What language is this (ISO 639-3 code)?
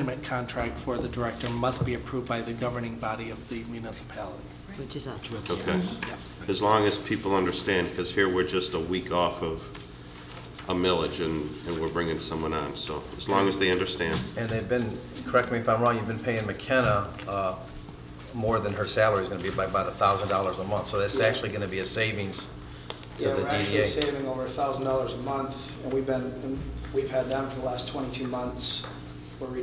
eng